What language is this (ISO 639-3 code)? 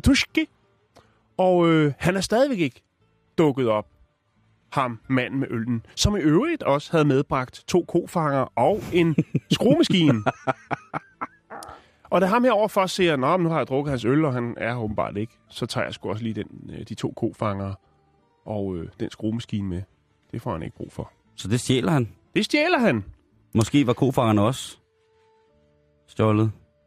dan